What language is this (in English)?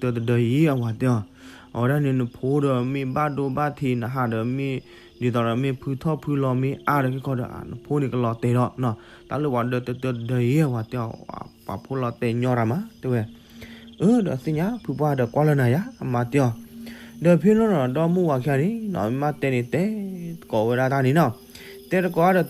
S'gaw Karen